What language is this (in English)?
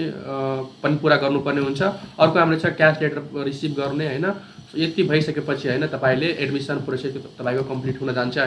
Nepali